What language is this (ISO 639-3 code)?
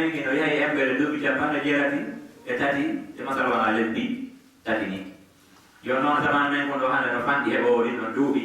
ful